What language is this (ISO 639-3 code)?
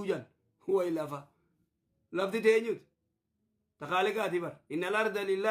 orm